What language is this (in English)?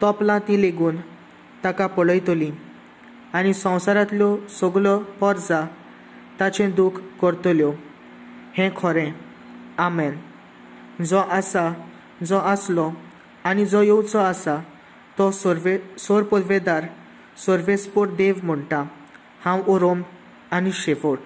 Konkani